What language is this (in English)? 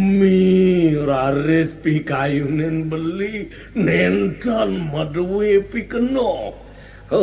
Balinese